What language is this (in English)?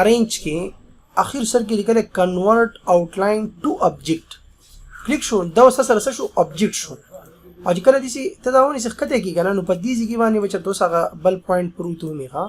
Pashto